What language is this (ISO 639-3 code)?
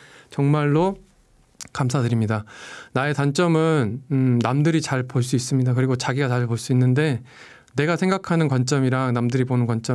kor